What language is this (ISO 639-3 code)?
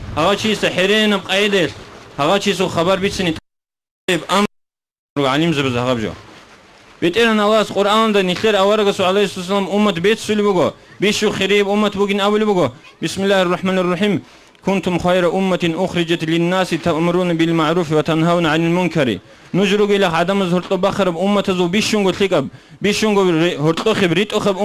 ava